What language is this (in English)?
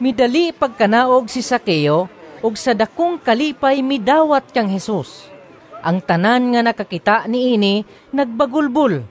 Cebuano